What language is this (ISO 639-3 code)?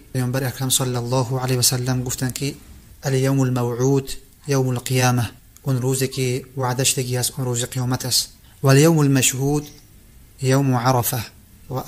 tgk